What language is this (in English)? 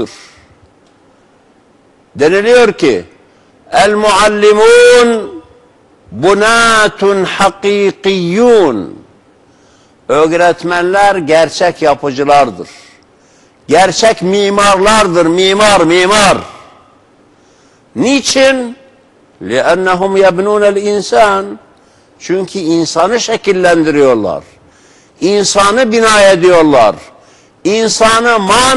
Turkish